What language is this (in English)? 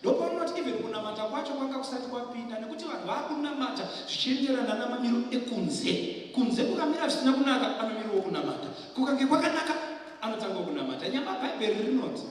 Shona